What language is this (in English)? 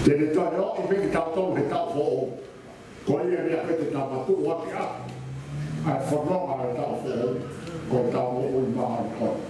Tongan